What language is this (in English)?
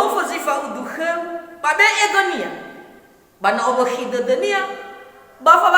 Nias